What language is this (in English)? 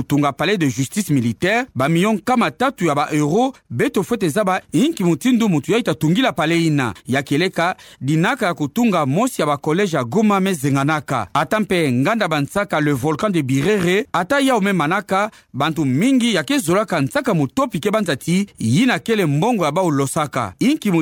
Kituba (Democratic Republic of Congo)